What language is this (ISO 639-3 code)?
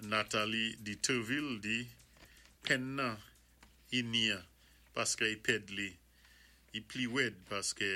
acf